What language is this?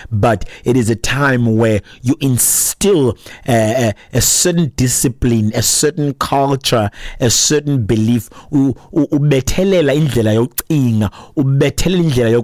Xhosa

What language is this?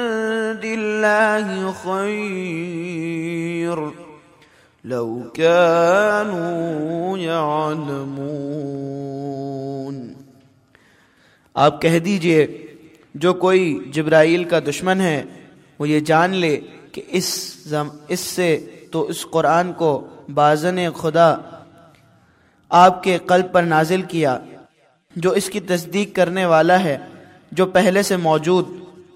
Urdu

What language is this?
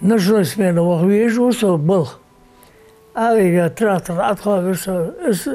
Ingush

